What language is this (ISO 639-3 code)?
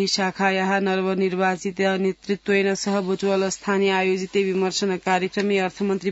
san